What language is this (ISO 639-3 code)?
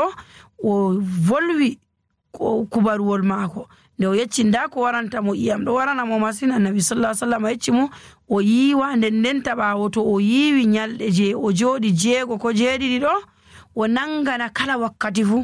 fuv